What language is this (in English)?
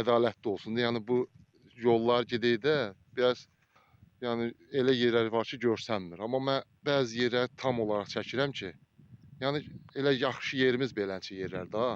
Azerbaijani